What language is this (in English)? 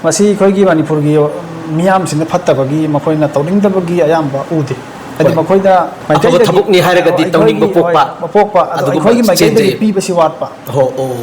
Manipuri